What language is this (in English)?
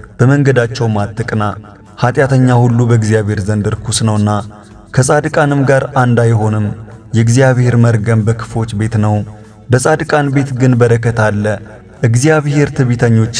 Amharic